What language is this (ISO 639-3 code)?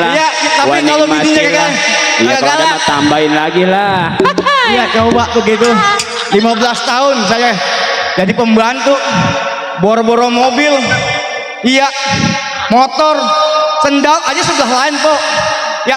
bew